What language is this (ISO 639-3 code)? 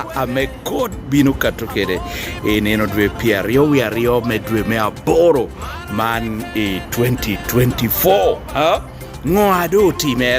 laj